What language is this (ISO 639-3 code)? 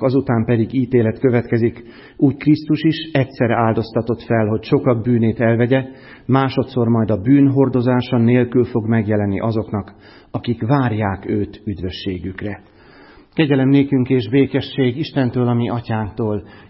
hun